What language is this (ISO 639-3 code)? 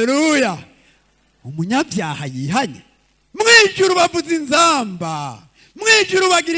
run